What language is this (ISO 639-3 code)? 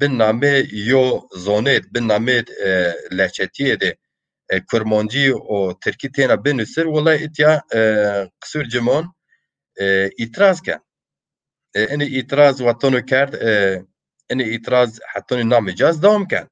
zza